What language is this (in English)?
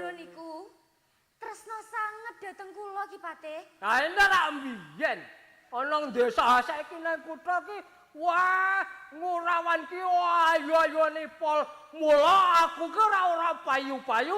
Javanese